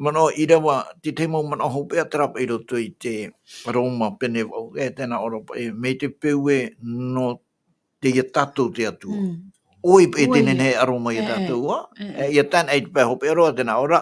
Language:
Tahitian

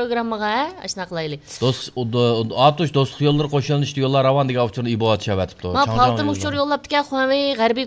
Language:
Uyghur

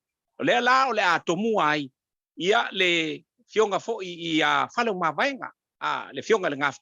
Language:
Samoan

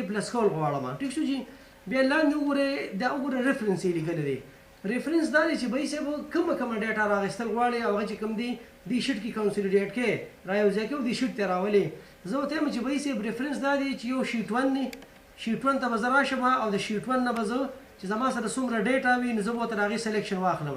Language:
Pashto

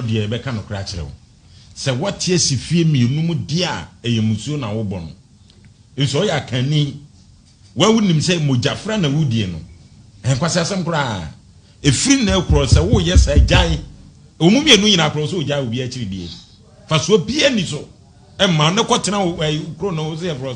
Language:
Akan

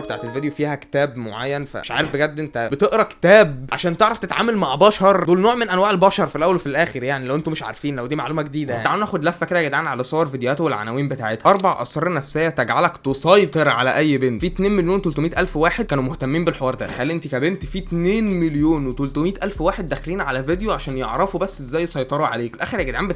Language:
Egyptian Arabic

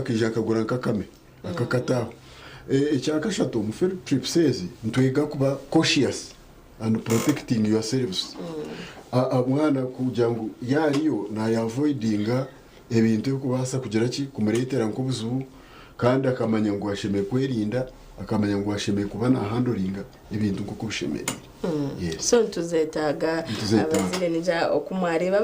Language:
Nyankole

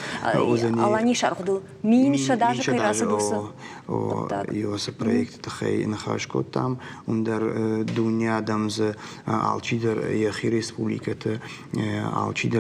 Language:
Ossetic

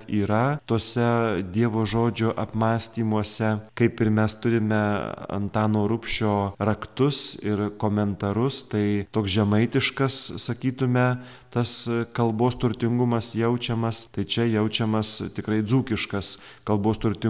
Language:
Lithuanian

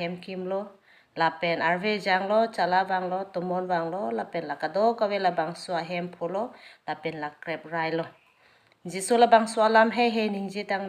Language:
Karbi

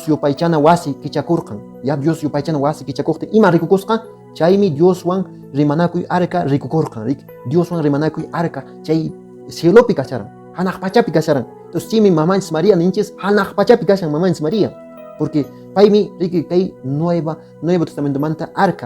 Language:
Quechua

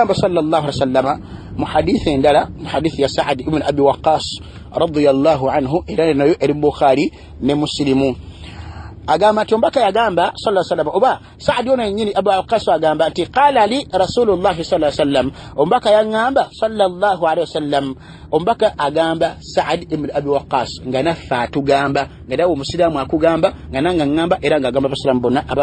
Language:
Ganda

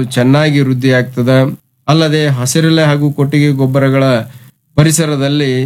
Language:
Kannada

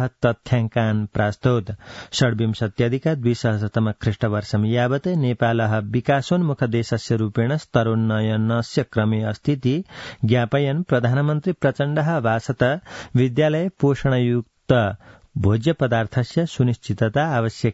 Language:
Sanskrit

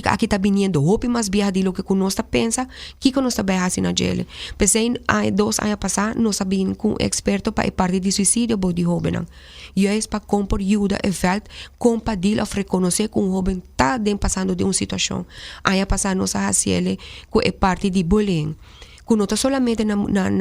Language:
Papiamento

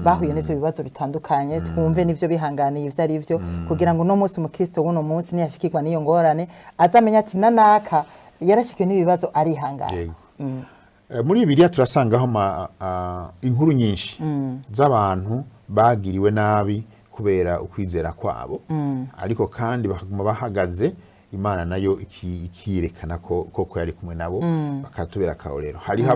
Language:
Rundi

